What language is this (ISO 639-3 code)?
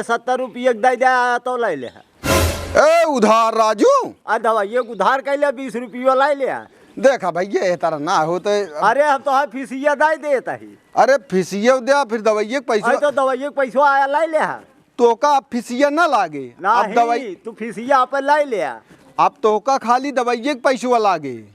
awa